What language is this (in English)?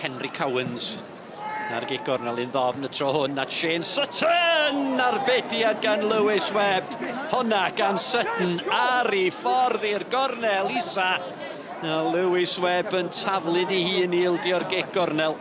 Welsh